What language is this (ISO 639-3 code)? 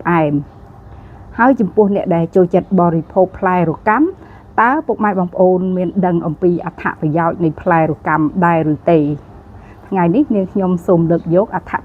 khm